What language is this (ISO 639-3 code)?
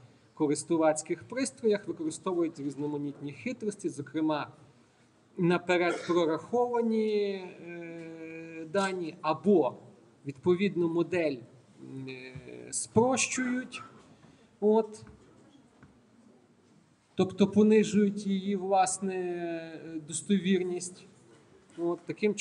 ukr